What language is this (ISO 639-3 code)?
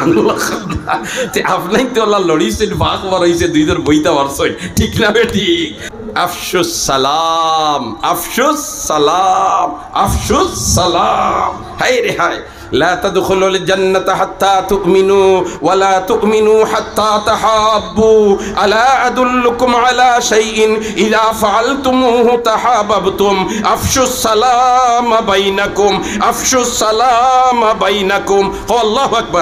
syl